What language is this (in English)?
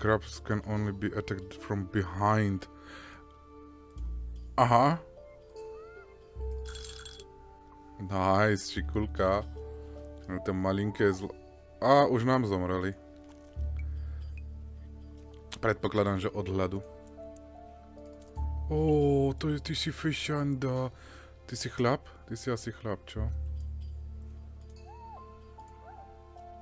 Slovak